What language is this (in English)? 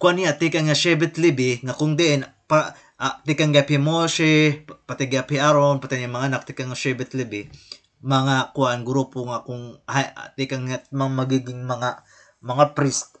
Waray